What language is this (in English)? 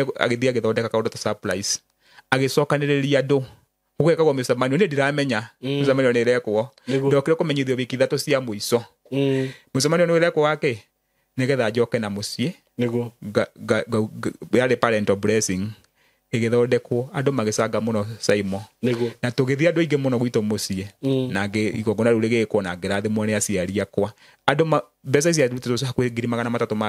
Kikuyu